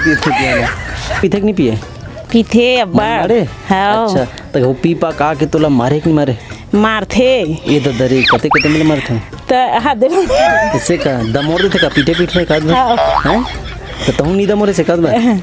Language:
Chhattisgarhi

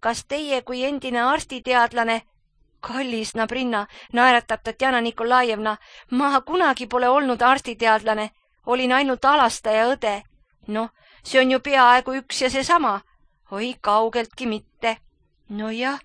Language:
Estonian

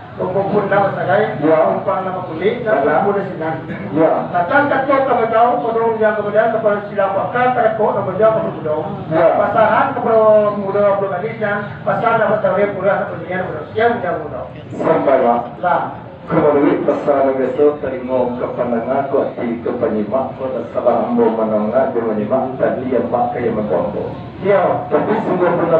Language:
Minangkabau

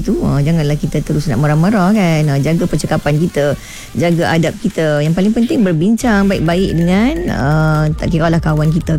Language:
Malay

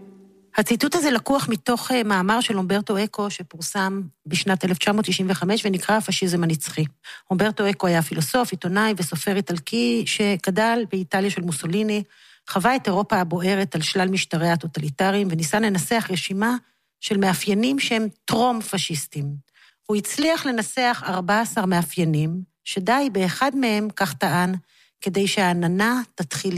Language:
Hebrew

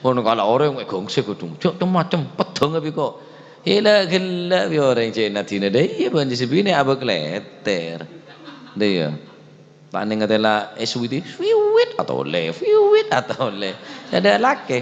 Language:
Madurese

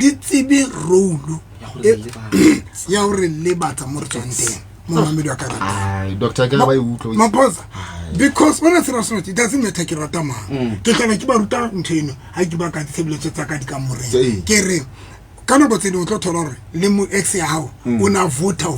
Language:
Southern Sotho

